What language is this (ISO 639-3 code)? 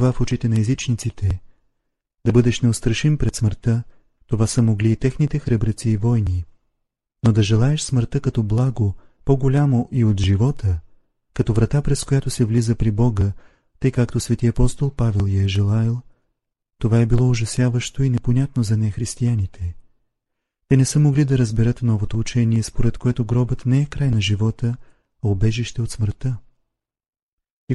bul